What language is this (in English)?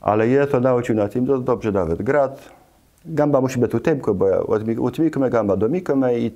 Kashubian